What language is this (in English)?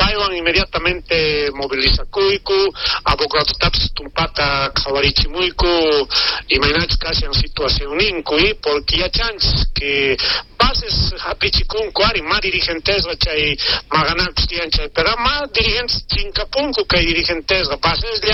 South Bolivian Quechua